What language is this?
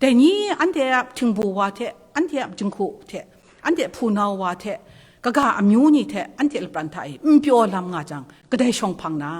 Kachin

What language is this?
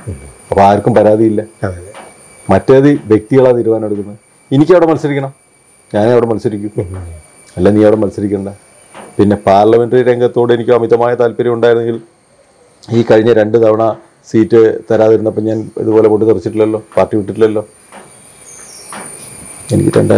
Malayalam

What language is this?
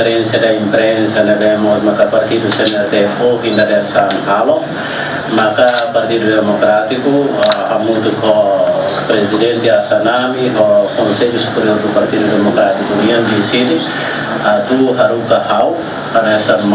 Tetum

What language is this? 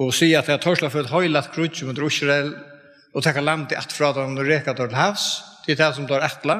Faroese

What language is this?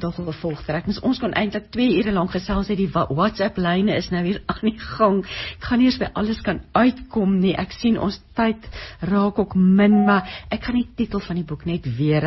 Afrikaans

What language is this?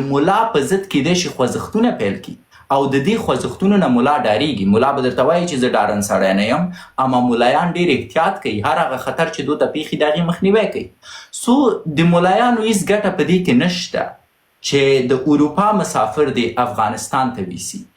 Pashto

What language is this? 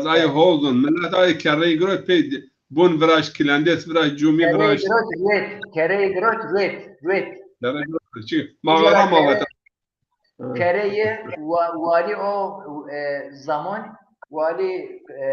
Zaza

